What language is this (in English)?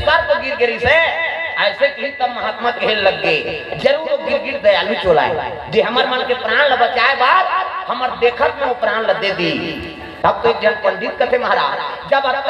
Chhattisgarhi